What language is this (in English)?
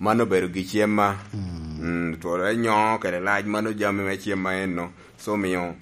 Lango (Uganda)